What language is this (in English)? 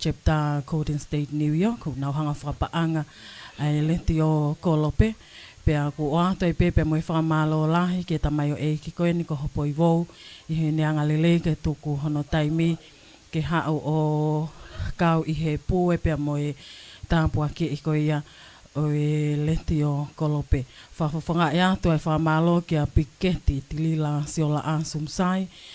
Tongan